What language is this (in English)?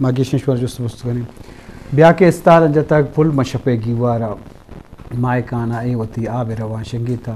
Eastern Balochi